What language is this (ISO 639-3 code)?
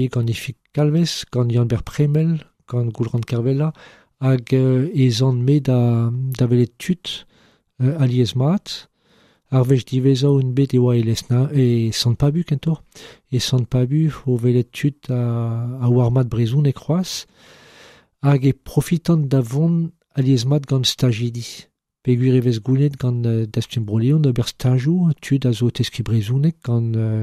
bre